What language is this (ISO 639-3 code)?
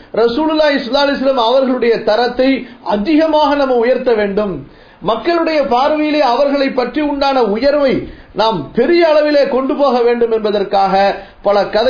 tam